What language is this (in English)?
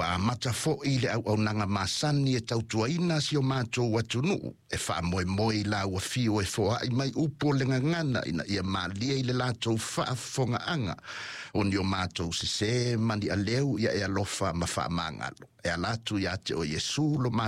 Samoan